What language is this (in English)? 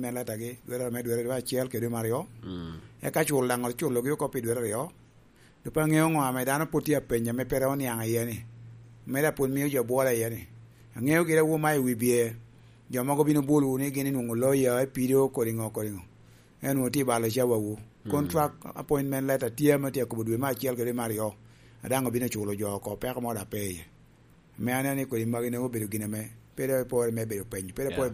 Lango (Uganda)